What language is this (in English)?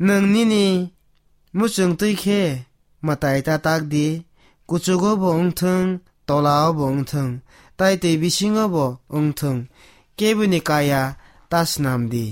Kok Borok